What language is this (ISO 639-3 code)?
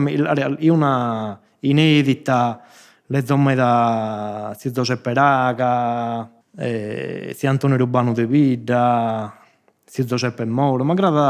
srd